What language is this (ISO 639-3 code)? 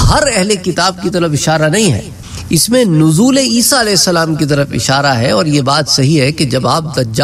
urd